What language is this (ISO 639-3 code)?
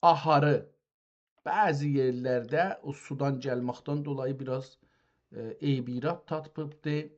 azb